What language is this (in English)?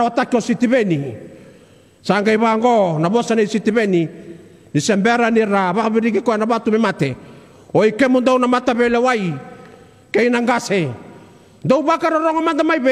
Fijian